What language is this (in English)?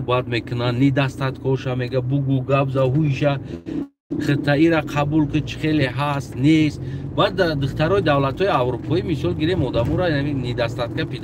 Tajik